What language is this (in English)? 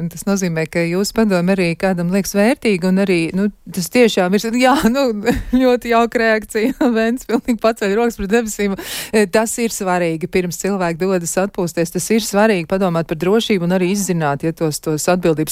Latvian